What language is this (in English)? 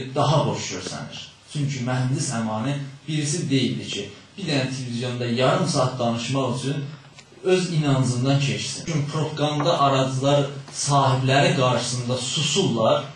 South Azerbaijani